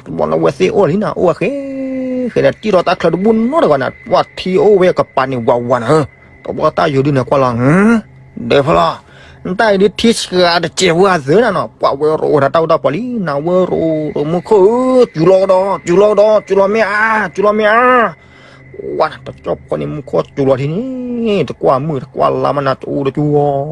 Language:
S'gaw Karen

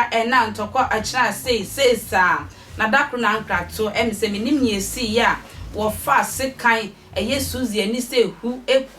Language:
Akan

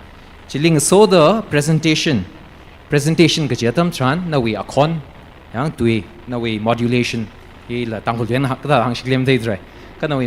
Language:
Tangkhul Naga (India)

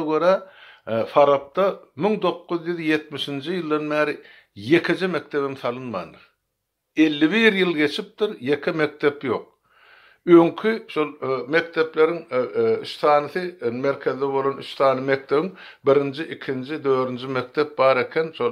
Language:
Turkmen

